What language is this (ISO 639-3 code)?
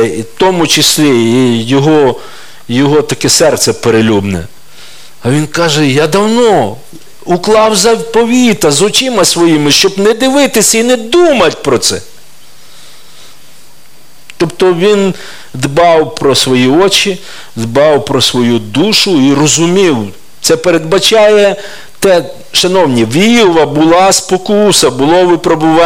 ukr